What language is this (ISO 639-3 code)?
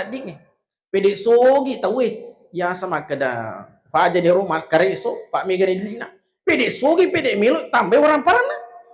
bug